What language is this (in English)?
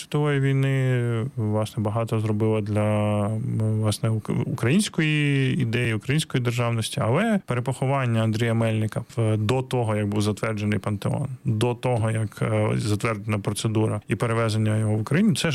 Ukrainian